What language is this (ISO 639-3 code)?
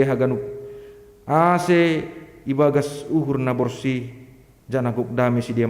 bts